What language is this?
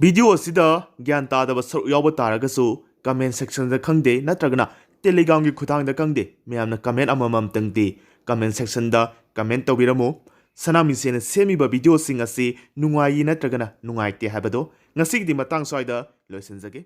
Manipuri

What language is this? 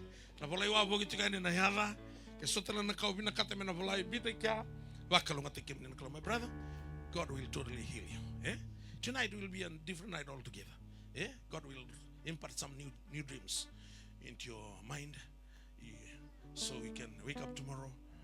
Fijian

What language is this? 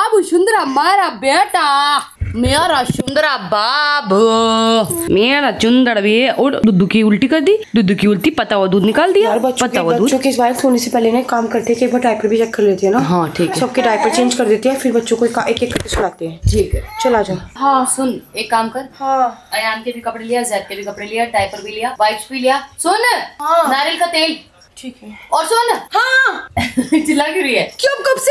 Hindi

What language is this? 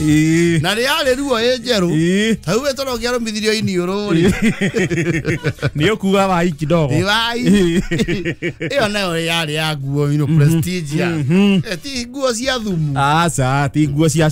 Kikuyu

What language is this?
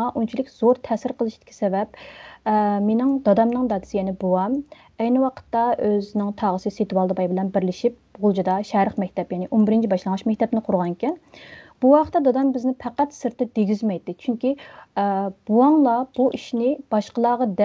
Uyghur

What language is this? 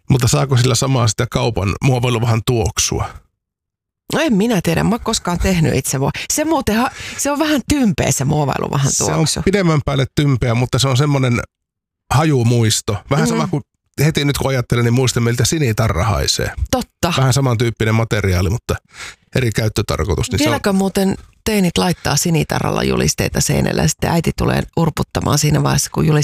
Finnish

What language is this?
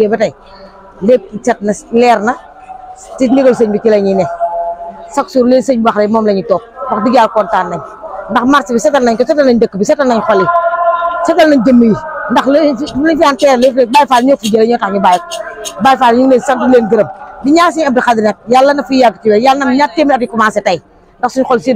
Wolof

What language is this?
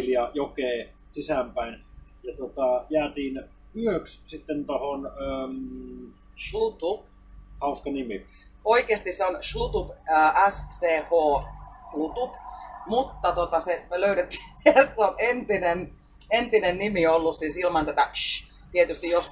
Finnish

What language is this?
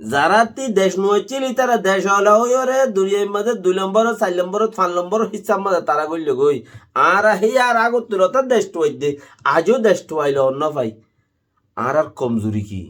Rohingya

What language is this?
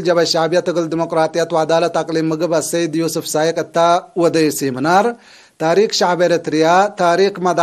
Tigre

